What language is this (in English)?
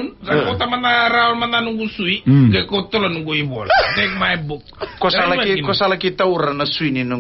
Fijian